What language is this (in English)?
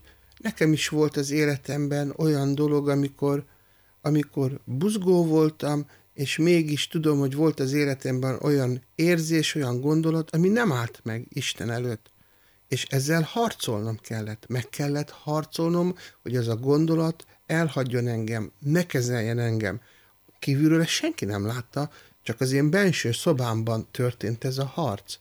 Hungarian